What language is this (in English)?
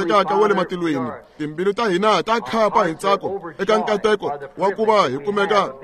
Tsonga